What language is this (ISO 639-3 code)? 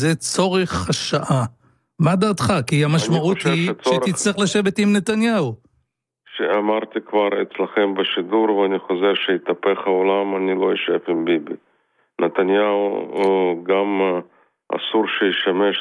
heb